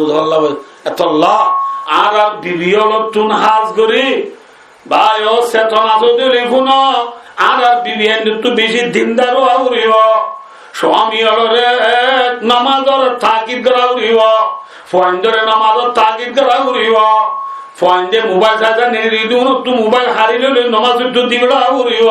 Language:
Rohingya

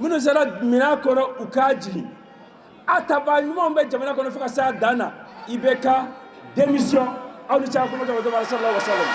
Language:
Bambara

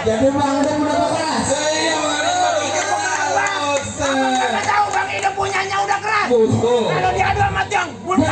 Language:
Betawi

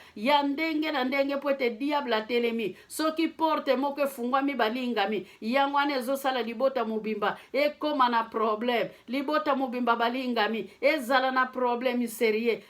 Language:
Lingala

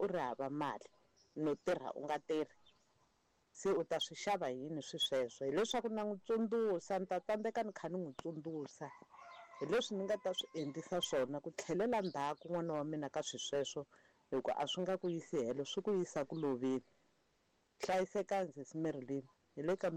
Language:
Tsonga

